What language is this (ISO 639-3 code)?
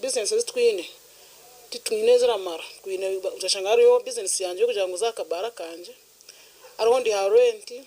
nyn